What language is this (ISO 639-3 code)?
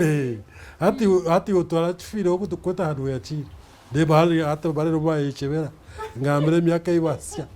nyn